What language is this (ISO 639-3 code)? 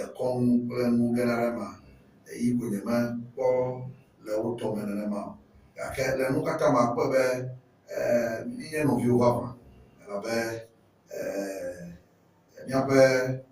ewe